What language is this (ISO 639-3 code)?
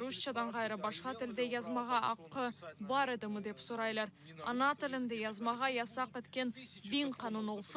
crh